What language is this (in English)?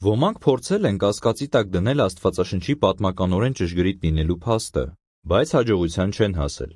Armenian